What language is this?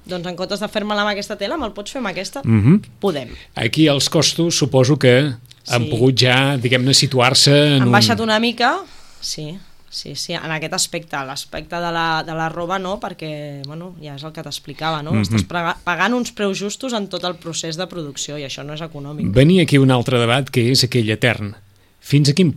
Catalan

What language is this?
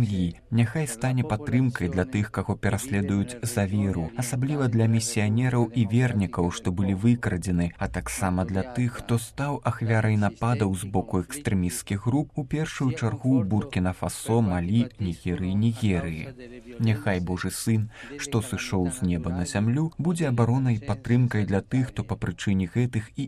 Belarusian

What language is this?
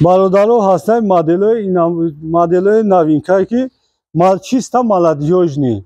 Tajik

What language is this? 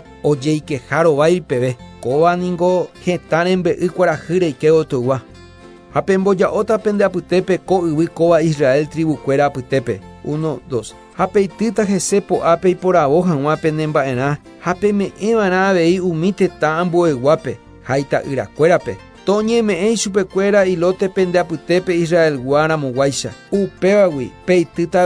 Guarani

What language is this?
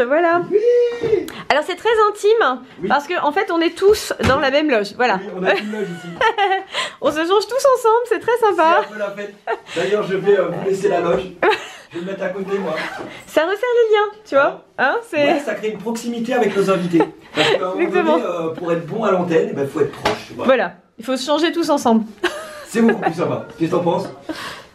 French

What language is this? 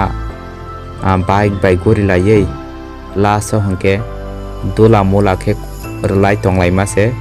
Kok Borok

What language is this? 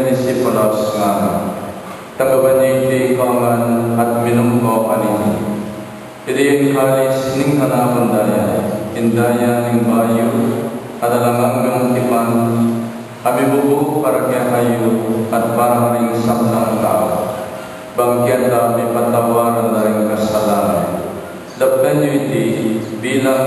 Pampanga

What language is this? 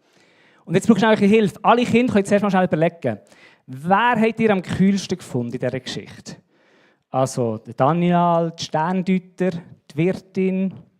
Swiss German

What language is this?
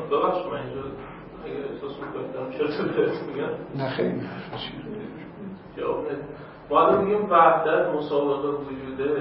Persian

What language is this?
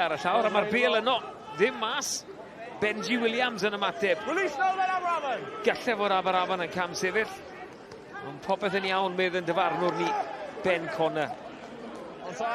Welsh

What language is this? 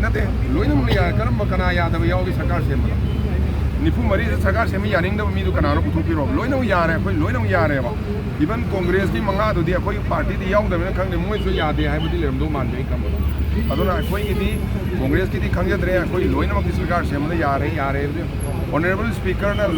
Manipuri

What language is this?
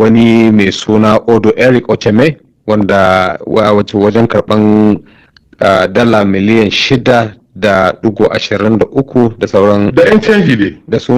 Hausa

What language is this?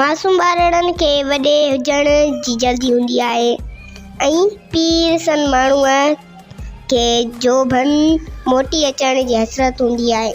Sindhi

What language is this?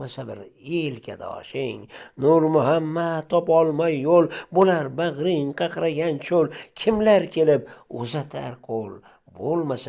Uzbek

